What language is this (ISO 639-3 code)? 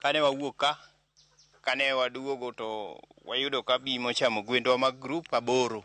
luo